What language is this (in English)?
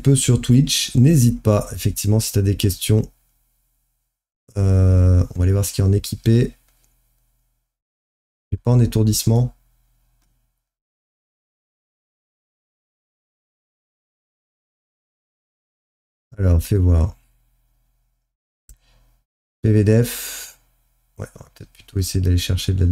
French